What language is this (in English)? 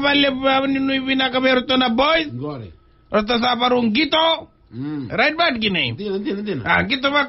Fijian